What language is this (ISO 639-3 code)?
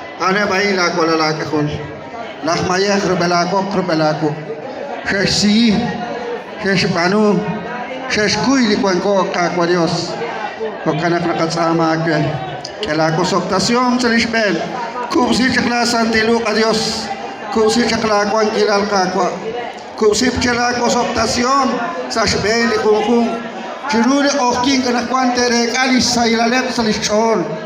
kek